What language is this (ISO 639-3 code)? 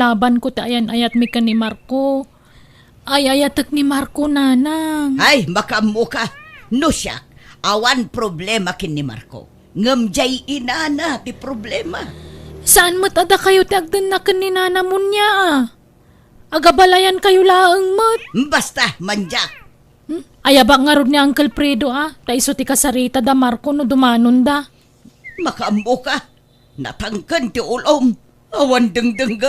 ilo